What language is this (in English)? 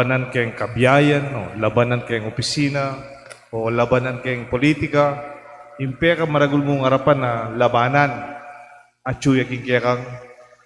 Pampanga